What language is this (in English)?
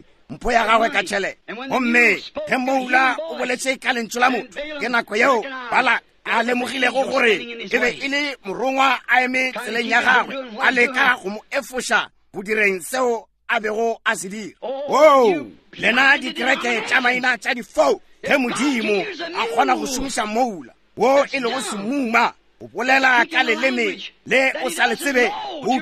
Northern Sotho